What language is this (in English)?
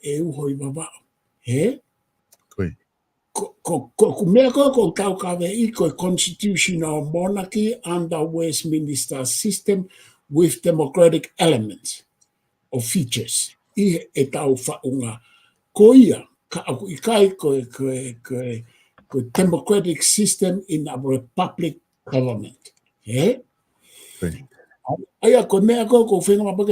Tongan